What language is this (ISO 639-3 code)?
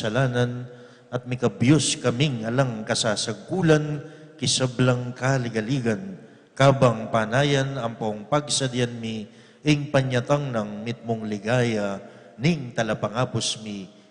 pam